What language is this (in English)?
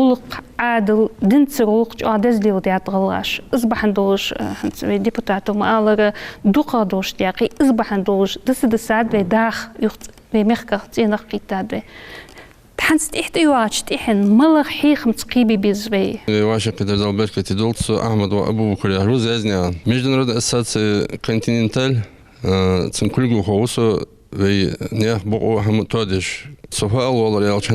Ingush